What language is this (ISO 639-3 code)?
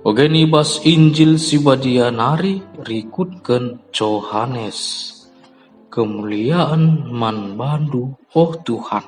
btx